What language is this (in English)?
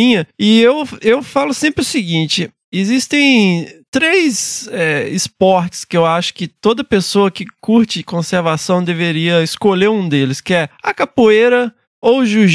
Portuguese